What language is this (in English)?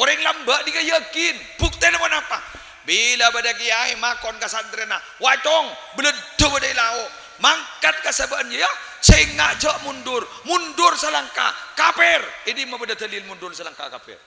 Madurese